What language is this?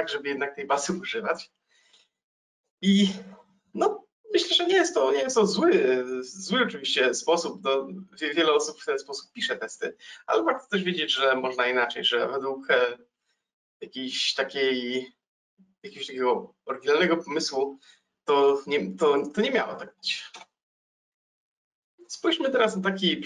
Polish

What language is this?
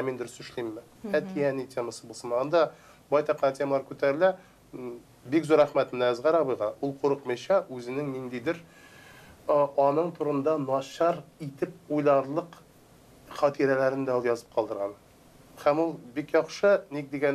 Tatar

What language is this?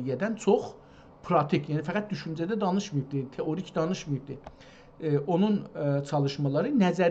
South Azerbaijani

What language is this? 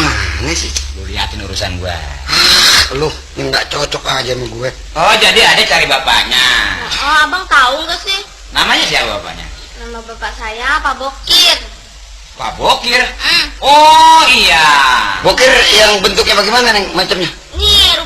Betawi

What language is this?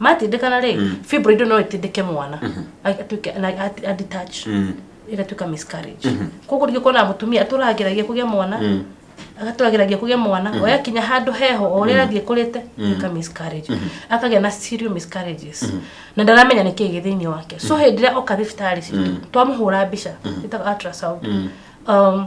Kikuyu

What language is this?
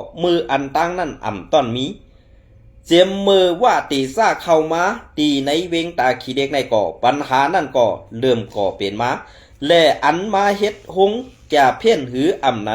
Shan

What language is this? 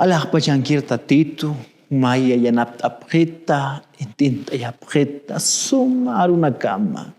Aymara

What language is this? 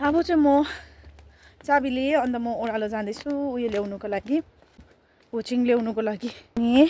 Nepali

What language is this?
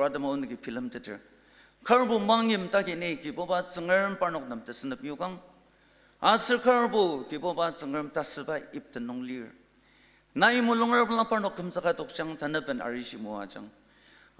Ao Naga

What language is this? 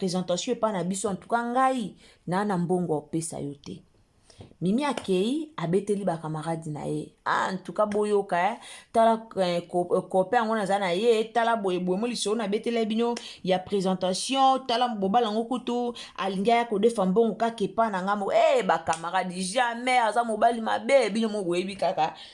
Lingala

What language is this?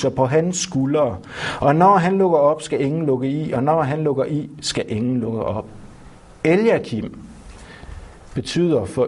Danish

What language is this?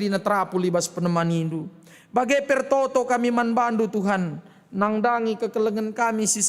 Batak Karo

